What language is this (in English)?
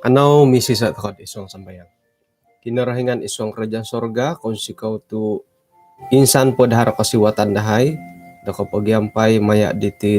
Central Dusun